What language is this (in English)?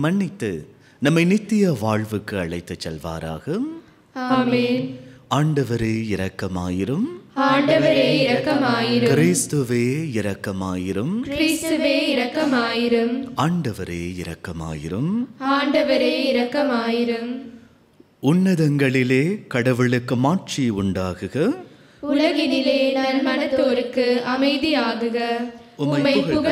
Tamil